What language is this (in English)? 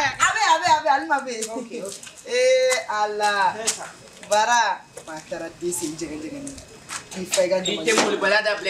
Bambara